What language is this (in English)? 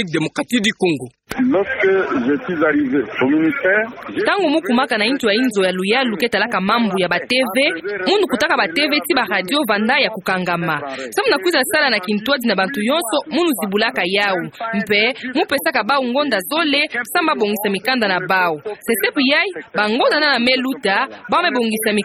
Kituba (Democratic Republic of Congo)